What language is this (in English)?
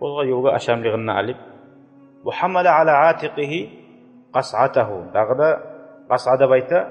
Kumyk